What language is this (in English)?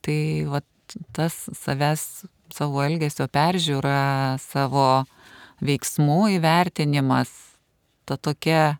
Lithuanian